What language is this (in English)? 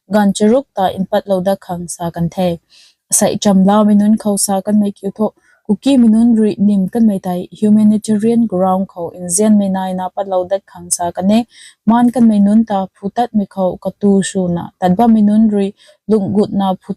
Rongmei Naga